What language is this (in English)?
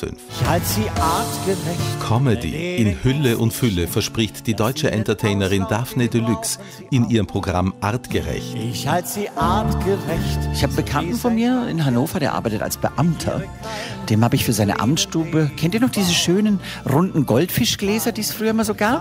German